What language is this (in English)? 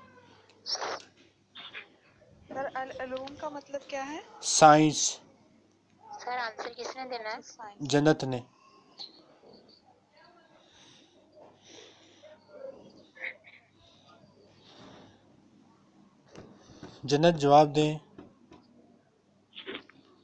Urdu